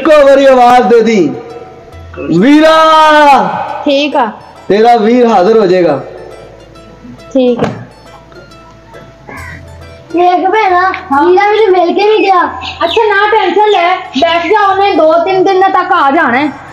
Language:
Punjabi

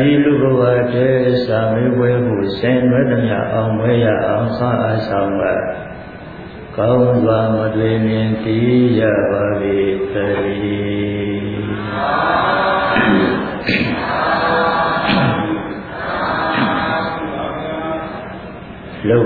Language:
Burmese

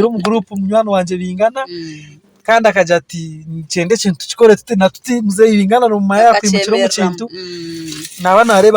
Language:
Nyankole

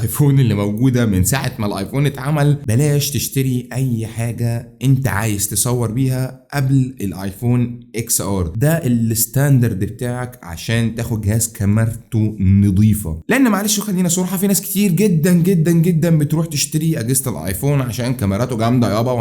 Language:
Egyptian Arabic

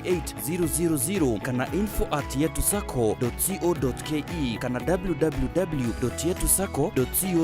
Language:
Meru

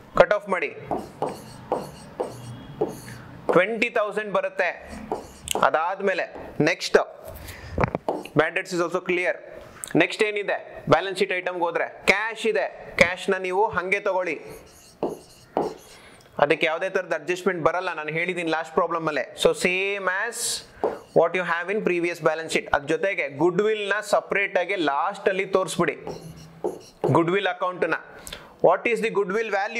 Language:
Kannada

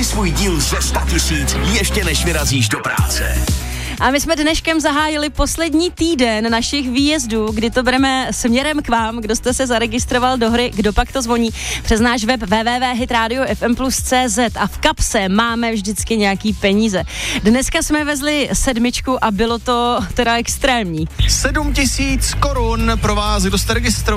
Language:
Czech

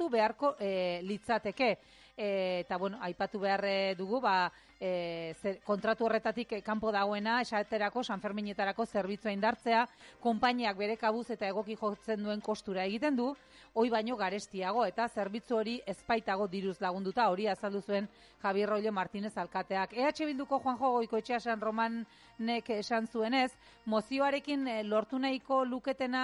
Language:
Basque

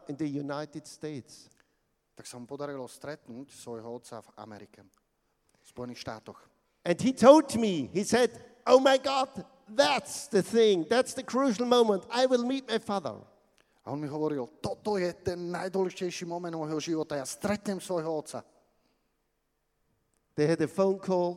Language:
Slovak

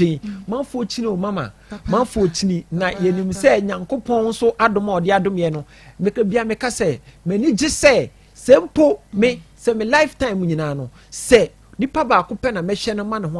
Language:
Akan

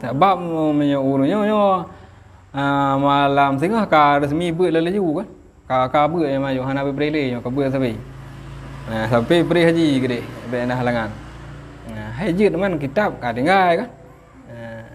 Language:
Achinese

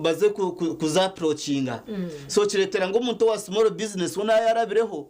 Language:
Nyankole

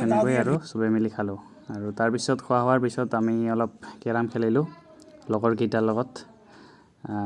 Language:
Assamese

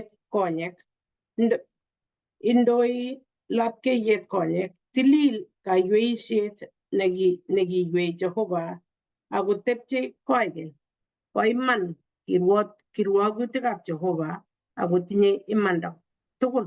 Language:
Kalenjin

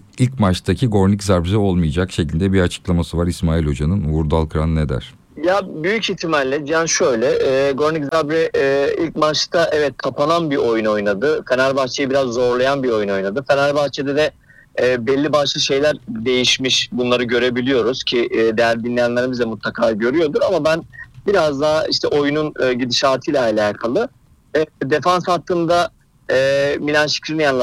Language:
Turkish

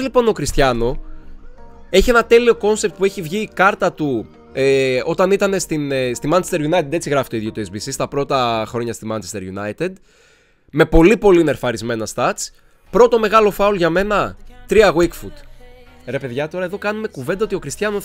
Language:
Greek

